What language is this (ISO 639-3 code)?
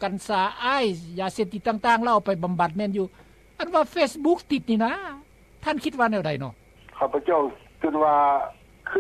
lao